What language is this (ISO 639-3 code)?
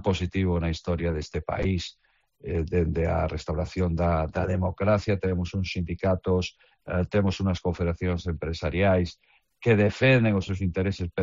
glg